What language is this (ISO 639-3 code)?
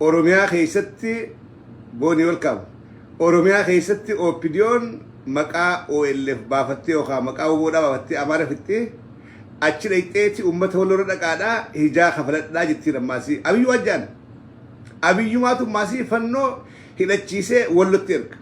orm